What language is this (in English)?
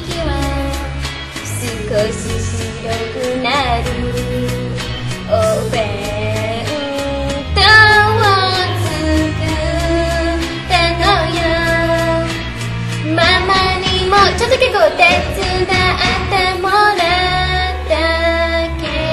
Japanese